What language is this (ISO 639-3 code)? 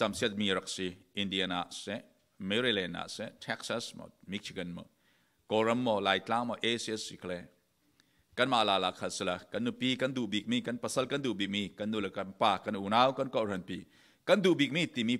cfm